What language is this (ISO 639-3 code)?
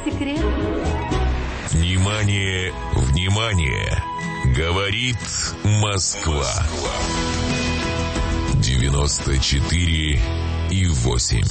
rus